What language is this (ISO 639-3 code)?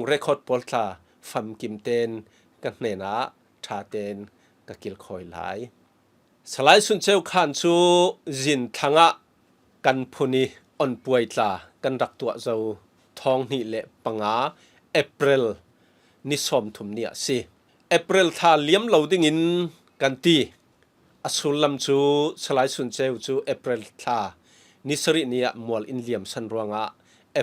cfm